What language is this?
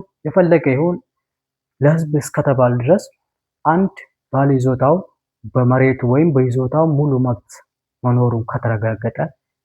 Amharic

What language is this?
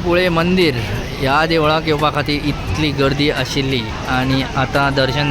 Konkani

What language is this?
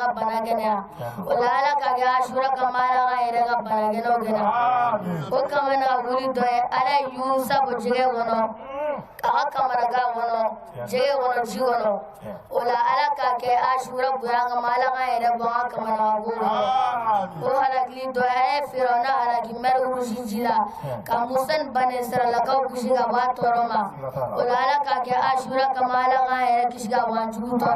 Bambara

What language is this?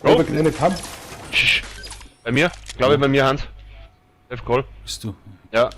Bavarian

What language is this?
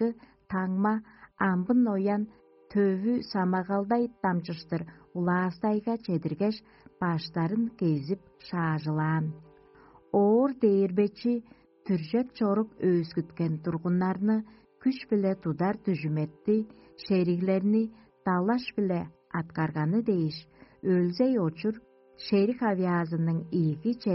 Tuvinian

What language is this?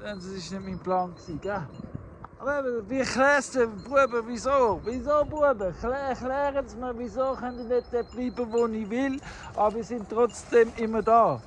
Swiss German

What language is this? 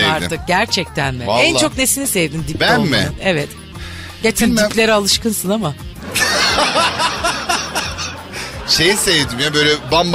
Turkish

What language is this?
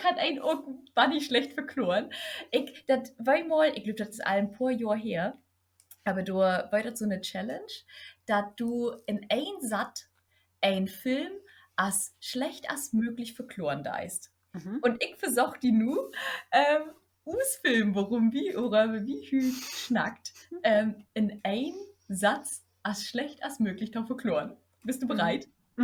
Low German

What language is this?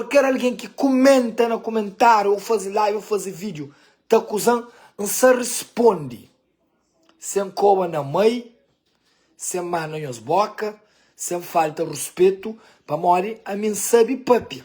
Kabuverdianu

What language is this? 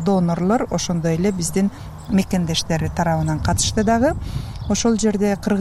Kyrgyz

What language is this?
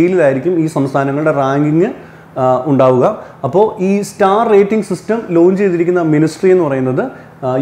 Malayalam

